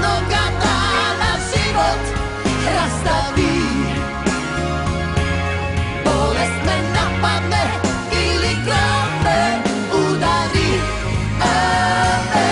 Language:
Croatian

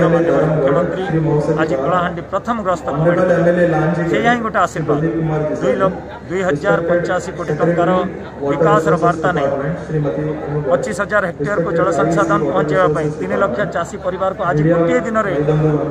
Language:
Odia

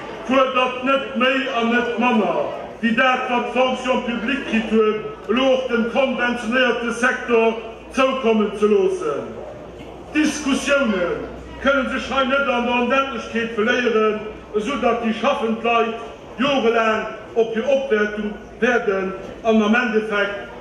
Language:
Luxembourgish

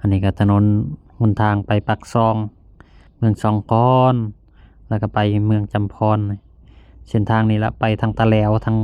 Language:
Lao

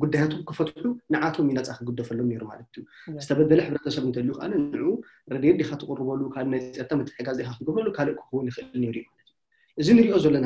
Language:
Tigrinya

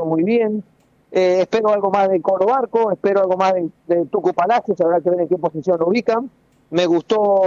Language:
Spanish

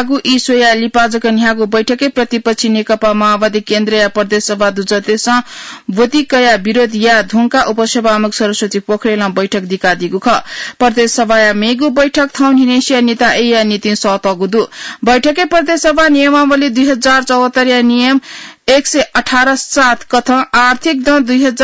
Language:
Newari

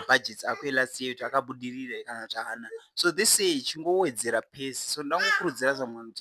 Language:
Shona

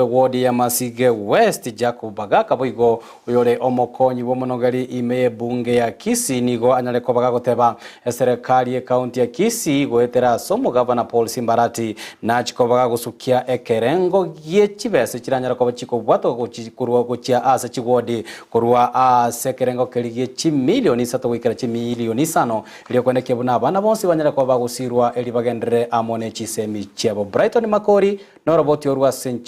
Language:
Gusii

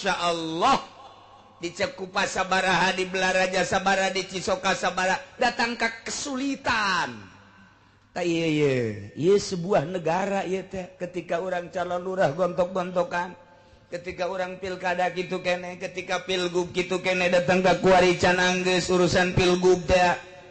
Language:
Sundanese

